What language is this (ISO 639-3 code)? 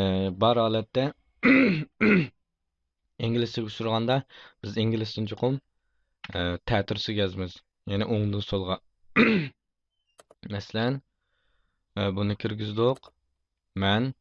uig